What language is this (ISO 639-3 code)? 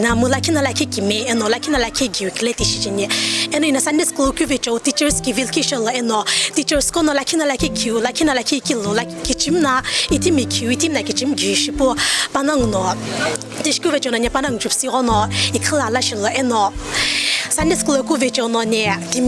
nsm